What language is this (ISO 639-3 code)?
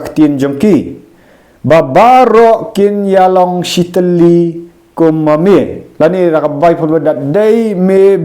kha